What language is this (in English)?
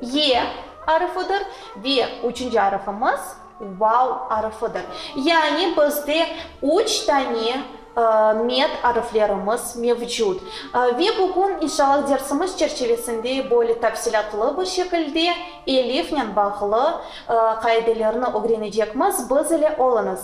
Crimean Tatar